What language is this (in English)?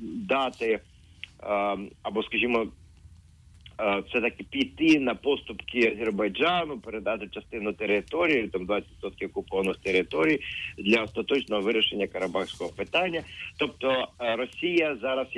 Ukrainian